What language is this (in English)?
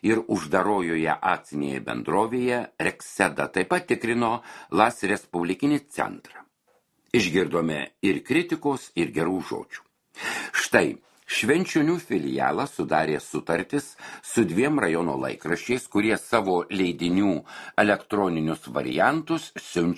Lithuanian